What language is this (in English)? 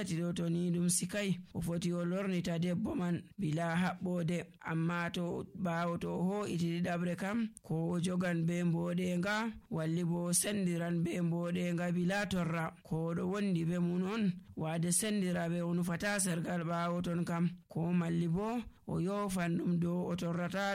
Nigerian Fulfulde